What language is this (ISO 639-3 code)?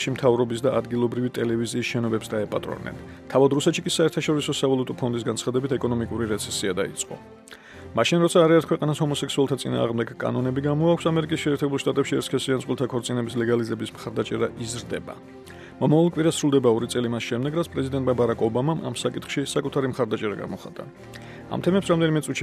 kat